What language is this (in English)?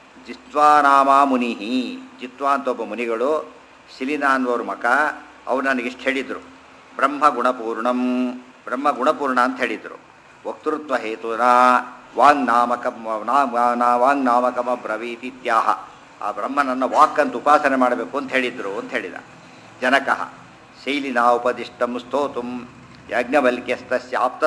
Kannada